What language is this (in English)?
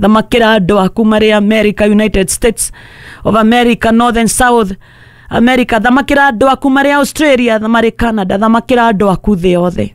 Kikuyu